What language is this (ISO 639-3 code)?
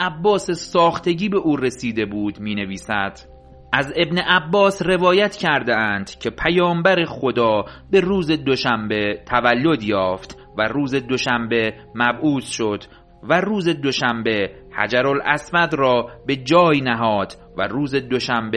fas